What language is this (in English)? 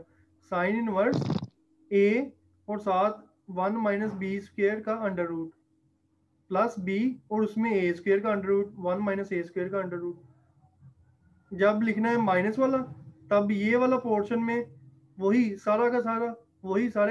Hindi